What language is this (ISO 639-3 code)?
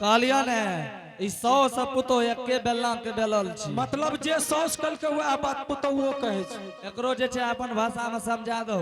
anp